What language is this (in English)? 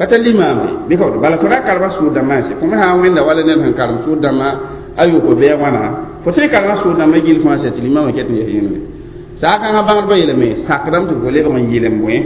Mossi